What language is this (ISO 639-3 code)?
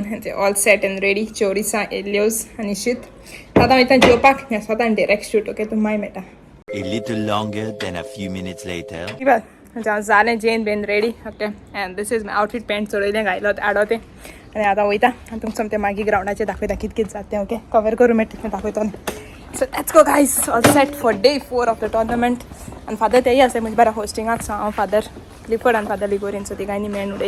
kok